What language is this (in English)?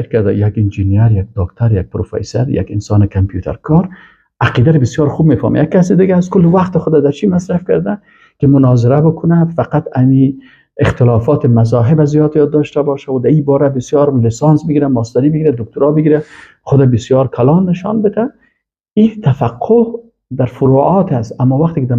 Persian